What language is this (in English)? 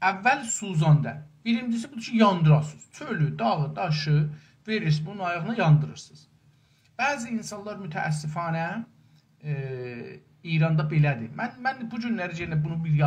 South Azerbaijani